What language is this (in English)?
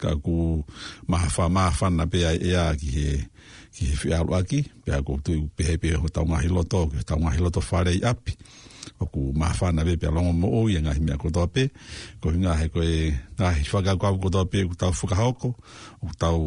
Tongan